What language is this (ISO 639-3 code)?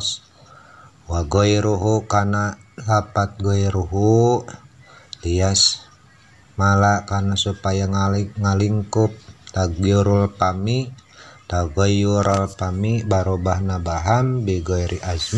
sun